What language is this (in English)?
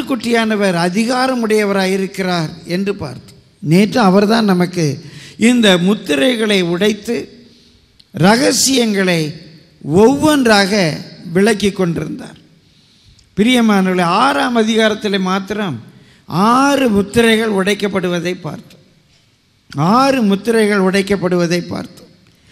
Tamil